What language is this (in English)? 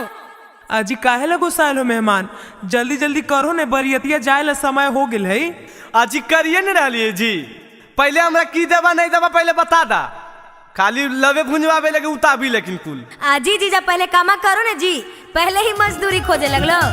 Magahi